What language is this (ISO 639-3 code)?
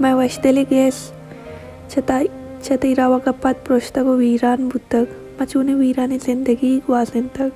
bal